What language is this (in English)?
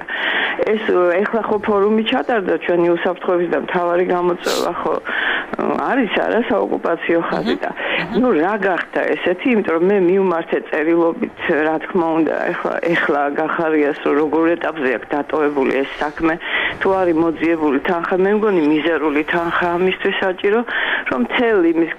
Georgian